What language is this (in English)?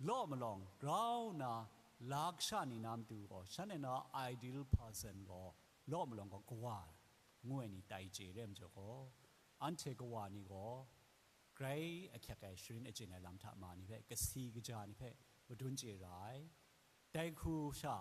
Kachin